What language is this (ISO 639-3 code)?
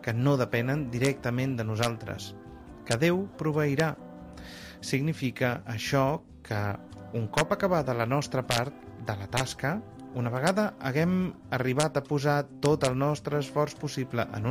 cat